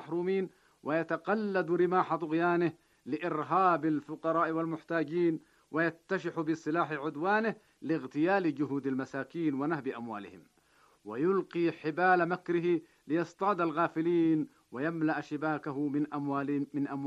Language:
Arabic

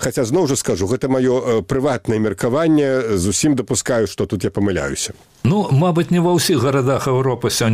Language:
Belarusian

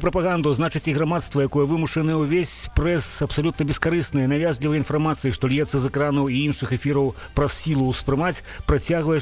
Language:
Belarusian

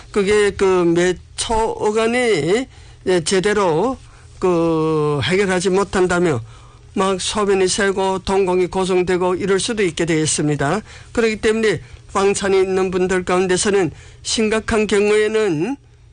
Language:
Korean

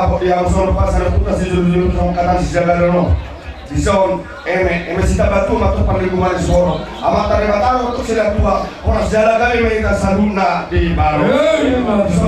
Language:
Batak Toba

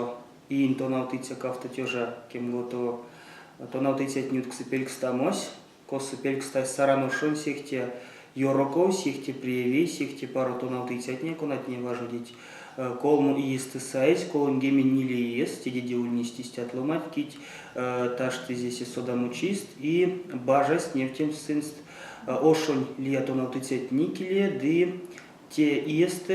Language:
Erzya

